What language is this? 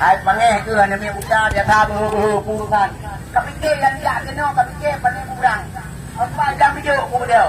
Achinese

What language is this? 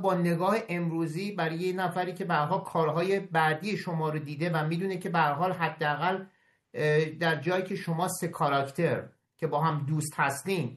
Persian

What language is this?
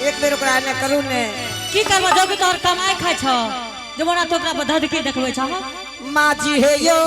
Angika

